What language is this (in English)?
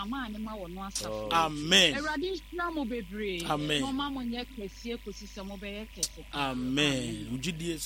Akan